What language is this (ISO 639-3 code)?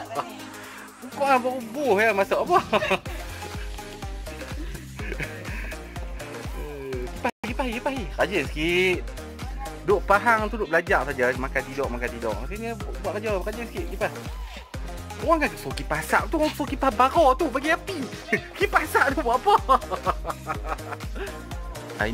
msa